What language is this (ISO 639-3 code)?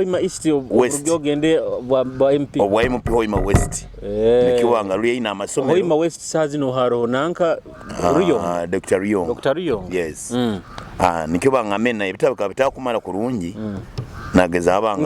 nyo